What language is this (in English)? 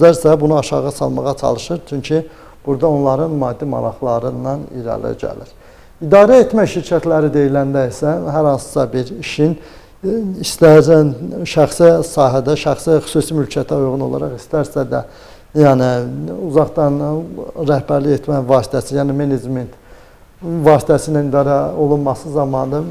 Azerbaijani